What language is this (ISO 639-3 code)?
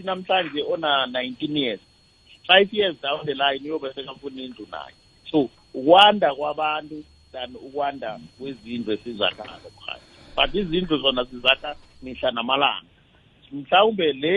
nbl